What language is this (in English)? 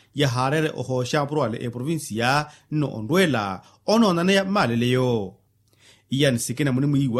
Makhuwa